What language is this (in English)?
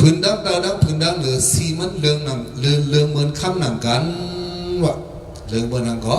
Shan